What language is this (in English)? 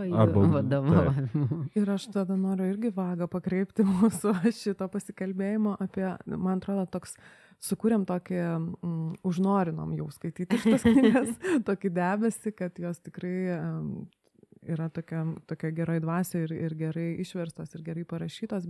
Lithuanian